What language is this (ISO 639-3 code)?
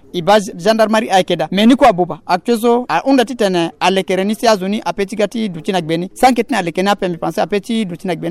sag